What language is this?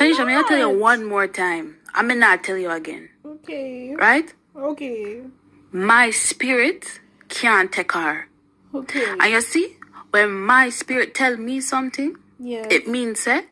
Jamaican Creole English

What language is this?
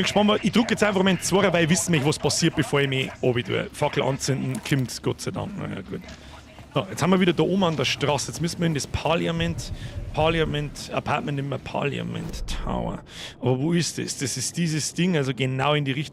Bavarian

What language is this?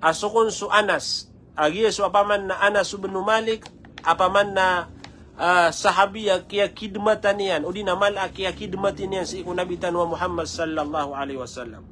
Maranao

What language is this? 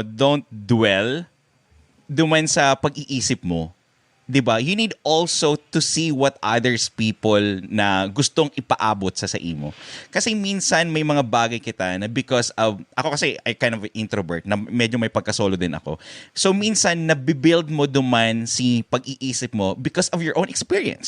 Bikol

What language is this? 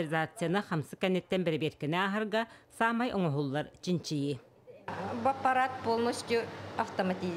Yakut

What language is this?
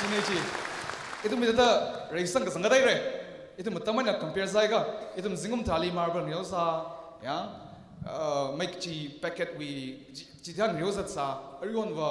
Tangkhul Naga (India)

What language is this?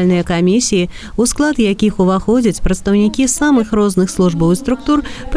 Belarusian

